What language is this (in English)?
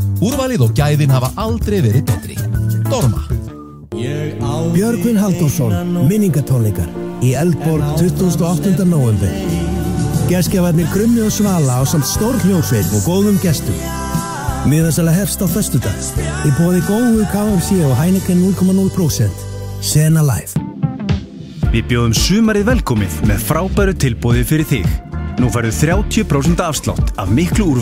Icelandic